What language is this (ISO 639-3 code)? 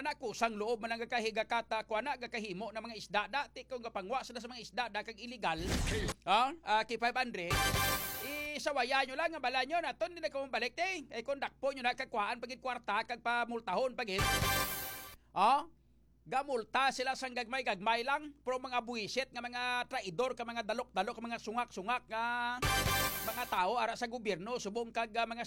hil